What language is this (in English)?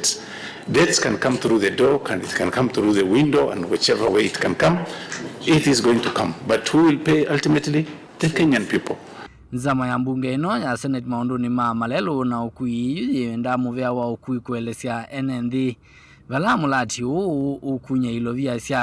Kamba